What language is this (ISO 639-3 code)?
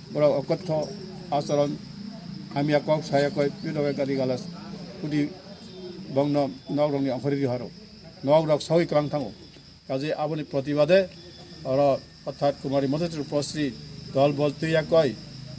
trp